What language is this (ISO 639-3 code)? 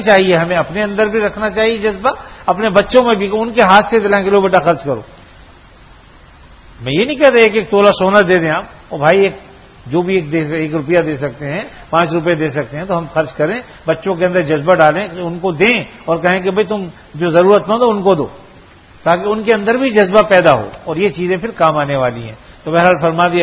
urd